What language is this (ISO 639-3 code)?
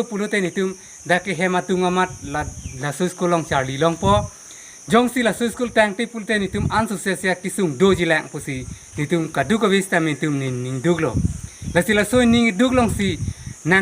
mjw